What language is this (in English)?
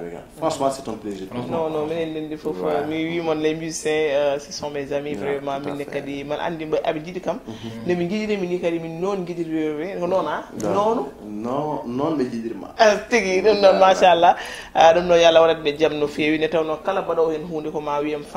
Fula